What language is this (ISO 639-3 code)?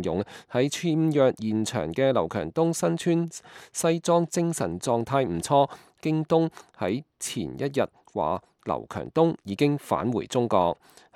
yue